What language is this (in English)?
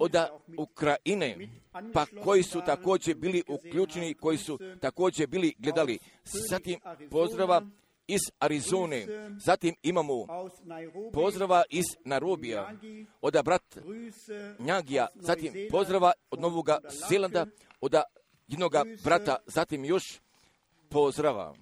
Croatian